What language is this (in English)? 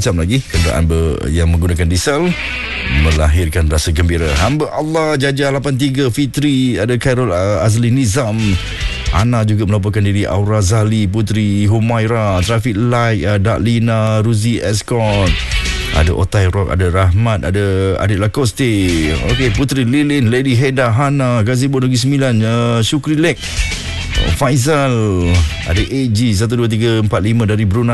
Malay